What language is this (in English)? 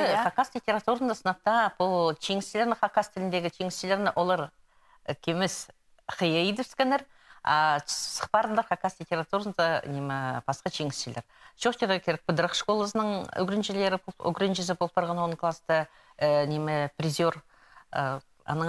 Khakas